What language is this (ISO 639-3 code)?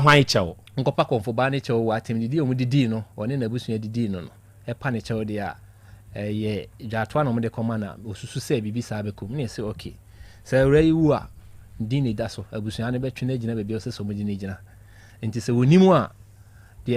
aka